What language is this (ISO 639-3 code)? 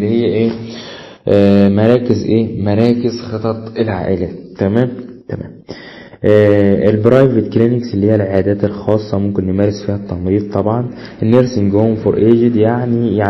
arz